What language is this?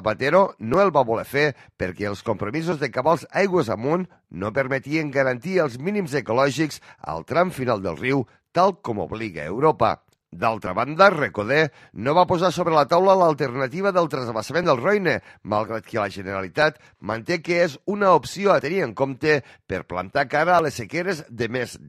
Catalan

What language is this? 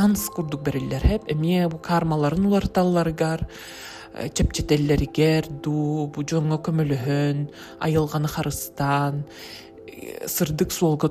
Yakut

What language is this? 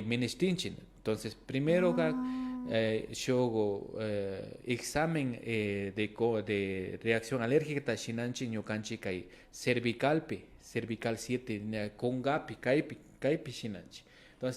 Imbabura Highland Quichua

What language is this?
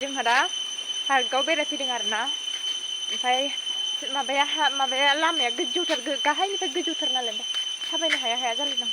Bodo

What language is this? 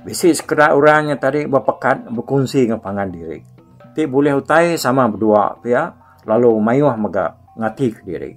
Iban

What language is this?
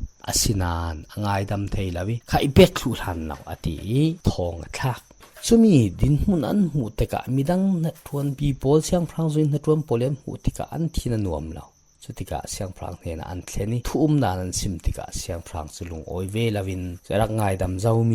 Falam Chin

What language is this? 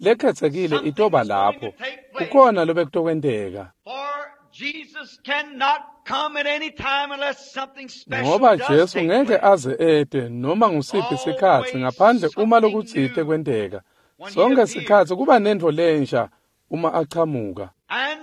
Swati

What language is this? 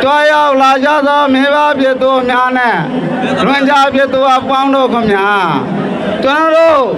Rohingya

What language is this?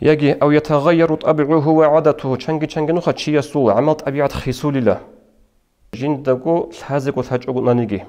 Avaric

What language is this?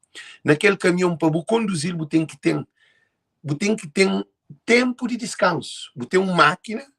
Kabuverdianu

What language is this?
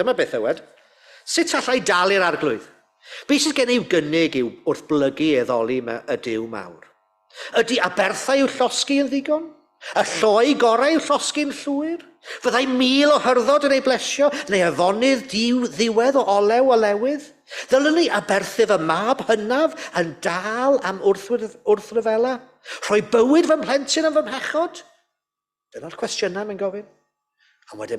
Welsh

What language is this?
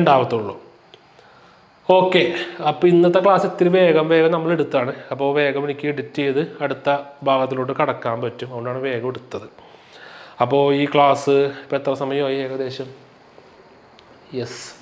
Malayalam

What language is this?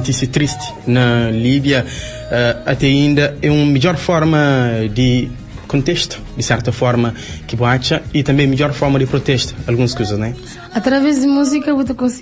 Kabuverdianu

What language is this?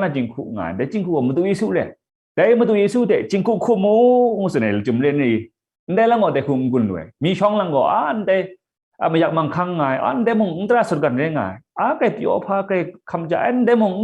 Kachin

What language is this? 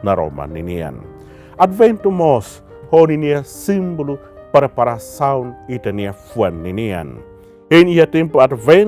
Tetum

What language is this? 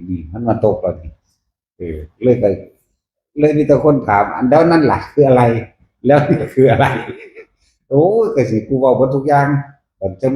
Northeastern Thai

